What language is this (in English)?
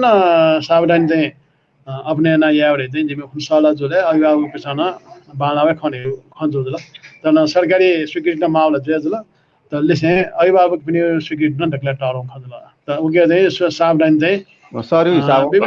Newari